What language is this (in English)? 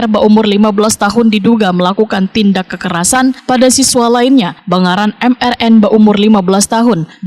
Banjar